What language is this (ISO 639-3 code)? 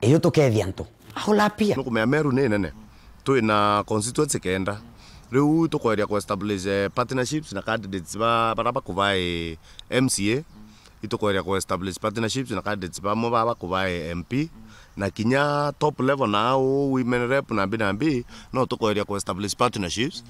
mer